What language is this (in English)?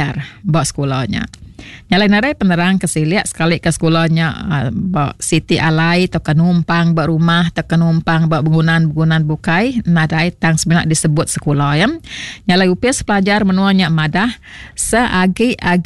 Iban